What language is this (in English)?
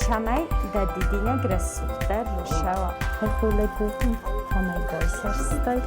Ossetic